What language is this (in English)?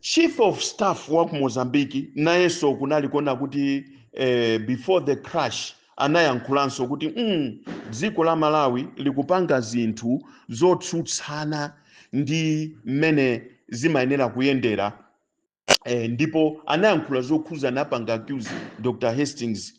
Nyanja